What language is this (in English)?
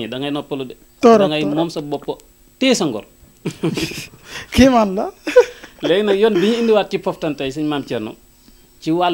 Wolof